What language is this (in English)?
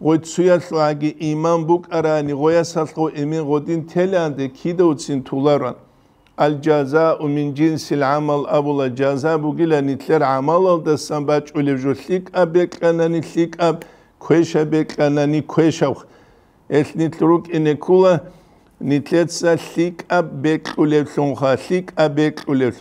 Avaric